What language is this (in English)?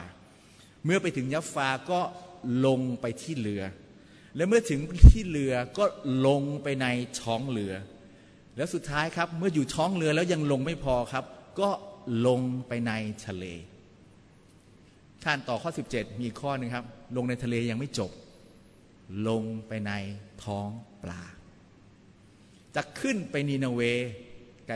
Thai